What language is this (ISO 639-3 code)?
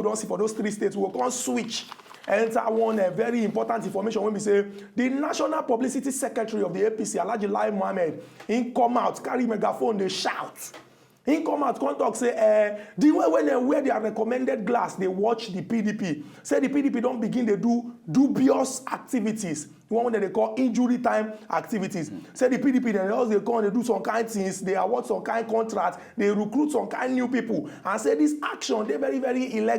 pcm